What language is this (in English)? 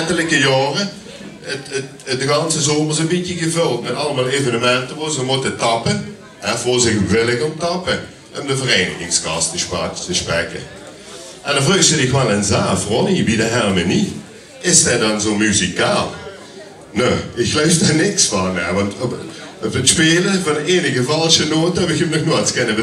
Limburgish